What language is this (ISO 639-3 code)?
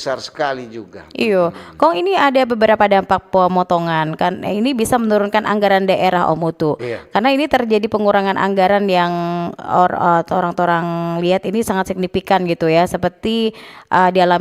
xmm